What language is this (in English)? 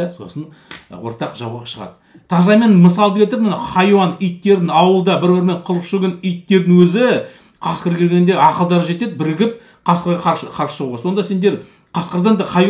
Kazakh